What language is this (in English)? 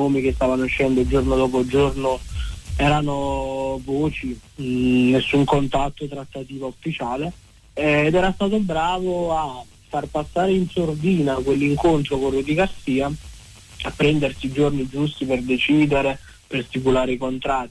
Italian